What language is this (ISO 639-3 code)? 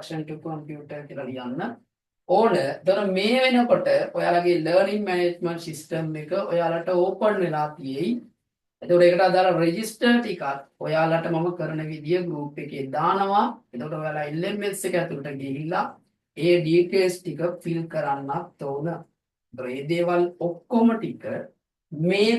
sin